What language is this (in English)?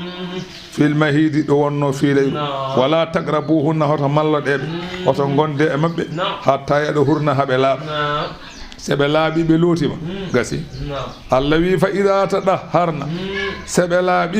Fula